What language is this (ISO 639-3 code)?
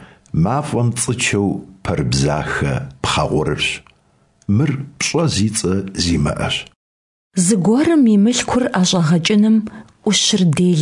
kbd